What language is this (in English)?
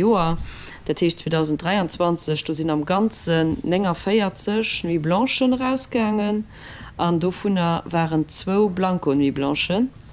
Luxembourgish